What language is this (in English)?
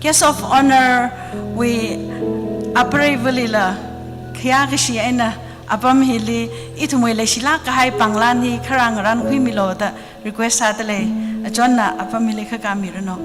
Tangkhul Naga (India)